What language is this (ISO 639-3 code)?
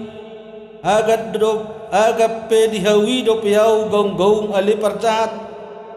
bbc